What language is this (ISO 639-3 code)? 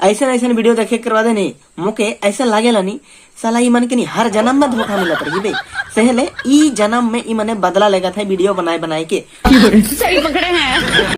sck